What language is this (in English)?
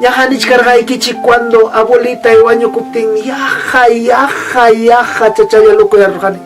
Ayacucho Quechua